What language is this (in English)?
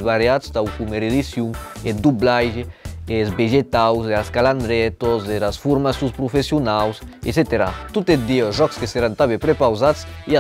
Occitan